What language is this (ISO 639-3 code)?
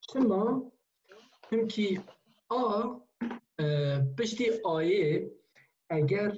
kur